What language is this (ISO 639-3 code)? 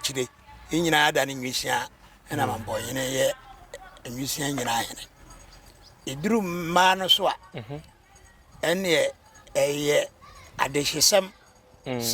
aka